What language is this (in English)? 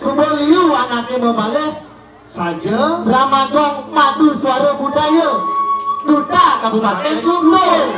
Balinese